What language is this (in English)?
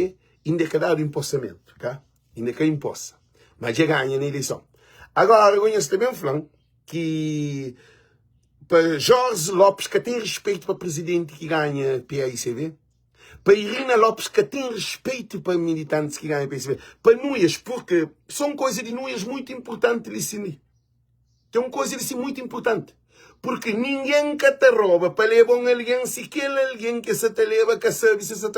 Kabuverdianu